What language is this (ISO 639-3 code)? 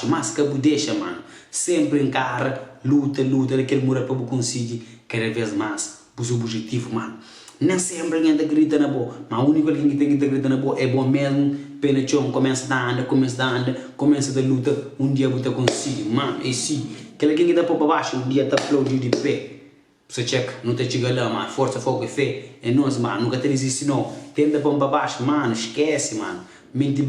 kea